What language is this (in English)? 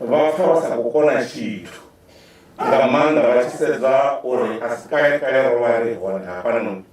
Venda